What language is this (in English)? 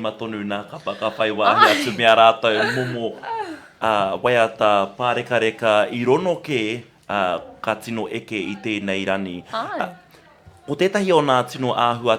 Māori